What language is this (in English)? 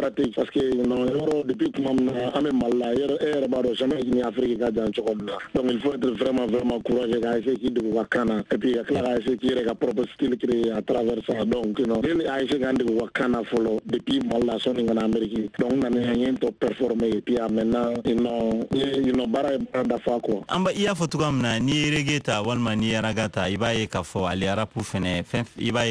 Bambara